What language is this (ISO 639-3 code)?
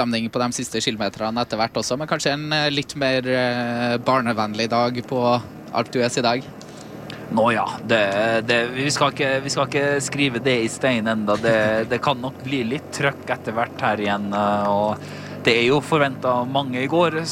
nor